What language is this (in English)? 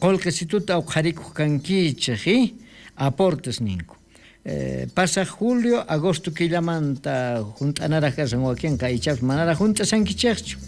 South Bolivian Quechua